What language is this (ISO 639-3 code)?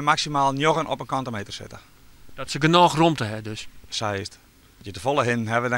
fry